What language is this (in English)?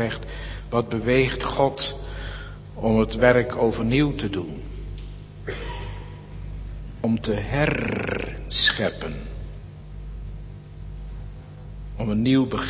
Dutch